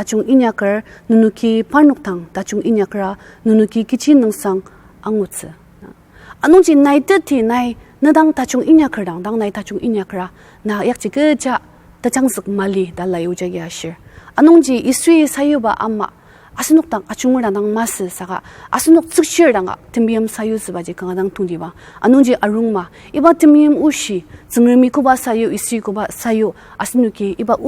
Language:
Ao Naga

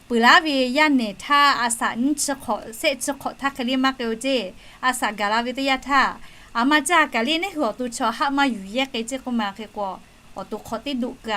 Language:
Lahu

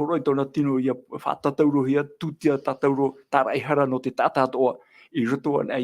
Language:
Tahitian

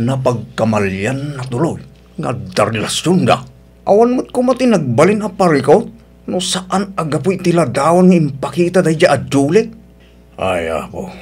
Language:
Iloko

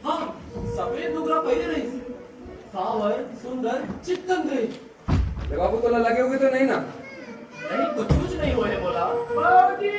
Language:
Chhattisgarhi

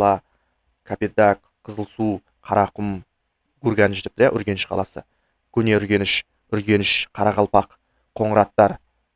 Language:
Kazakh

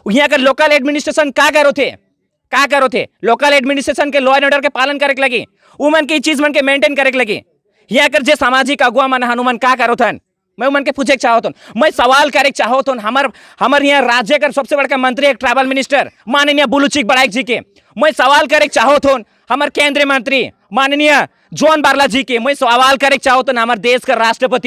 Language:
Sadri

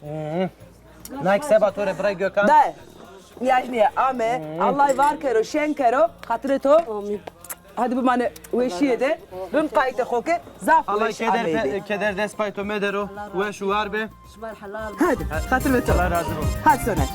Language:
Zaza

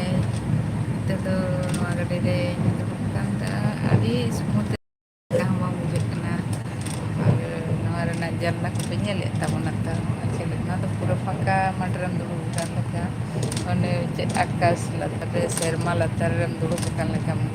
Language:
Santali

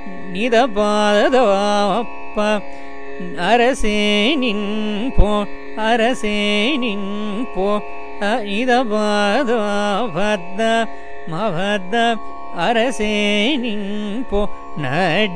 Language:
Tamil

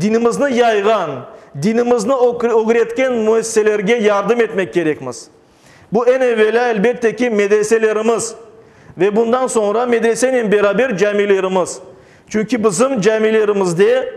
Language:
Crimean Tatar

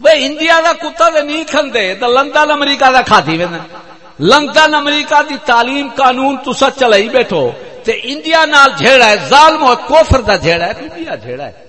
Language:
Saraiki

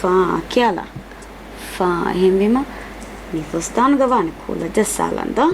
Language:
Divehi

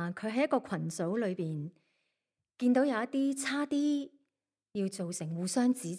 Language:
Cantonese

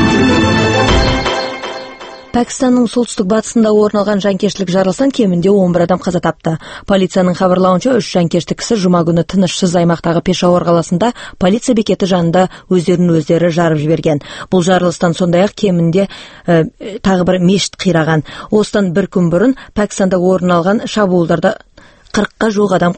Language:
Kazakh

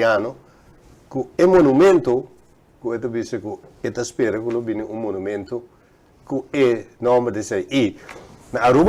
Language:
Papiamento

